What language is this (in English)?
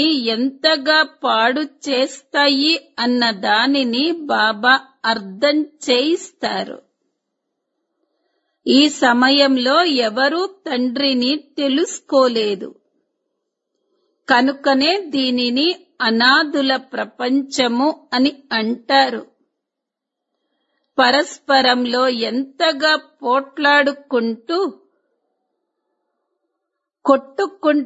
Telugu